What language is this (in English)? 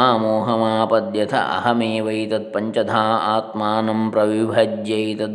Sanskrit